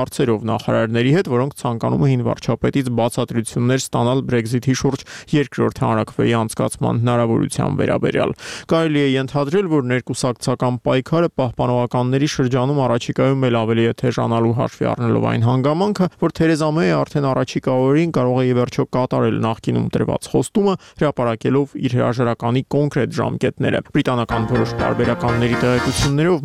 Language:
Armenian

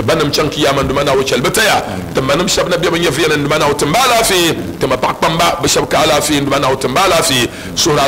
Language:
Dagbani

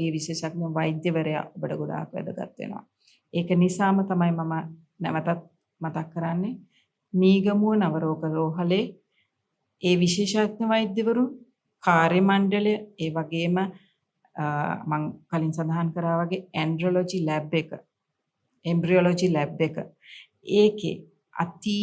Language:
Sinhala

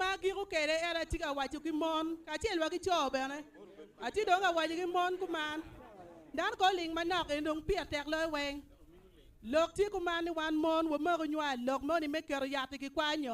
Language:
Acoli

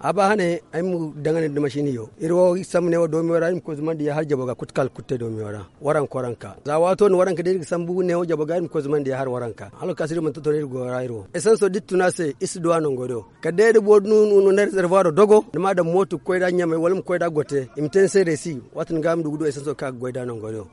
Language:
Zarma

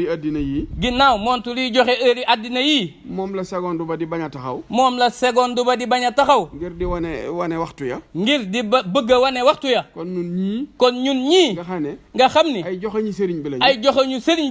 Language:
Wolof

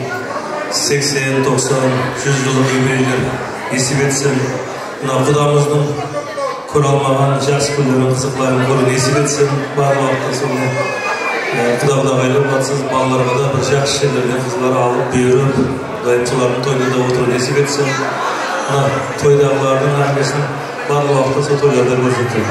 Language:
Kara-Kalpak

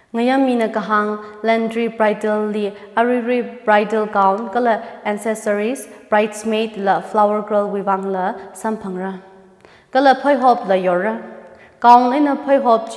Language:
Tangkhul Naga (India)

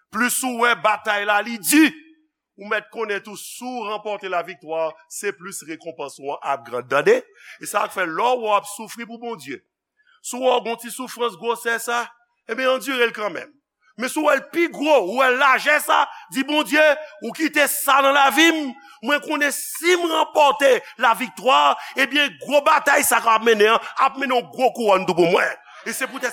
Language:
Haitian Creole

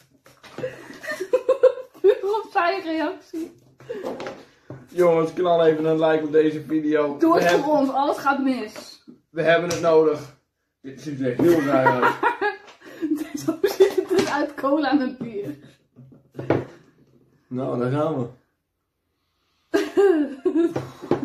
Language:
Dutch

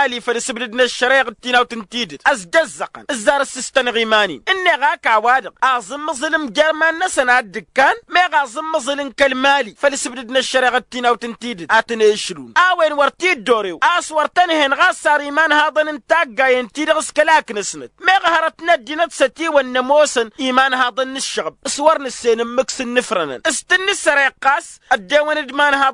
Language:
Tamasheq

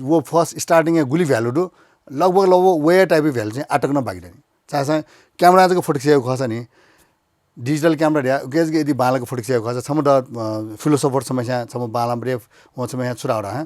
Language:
Newari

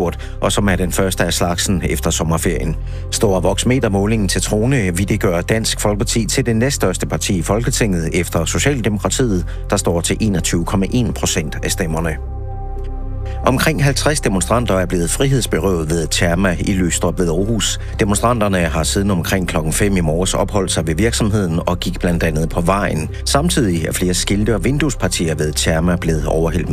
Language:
Danish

